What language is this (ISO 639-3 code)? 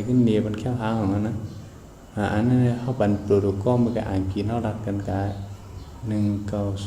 shn